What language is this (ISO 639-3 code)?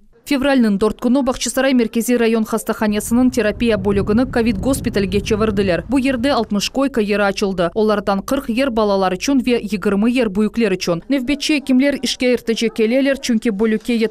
crh